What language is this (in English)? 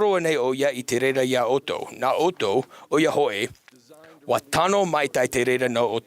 Tahitian